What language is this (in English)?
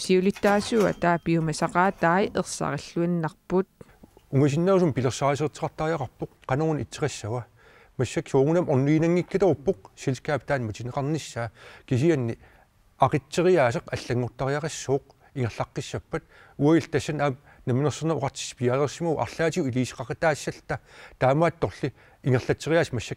Kalaallisut